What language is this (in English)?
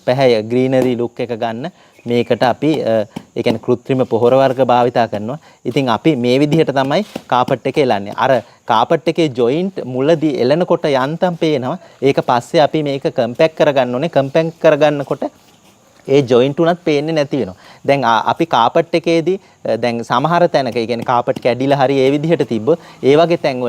Sinhala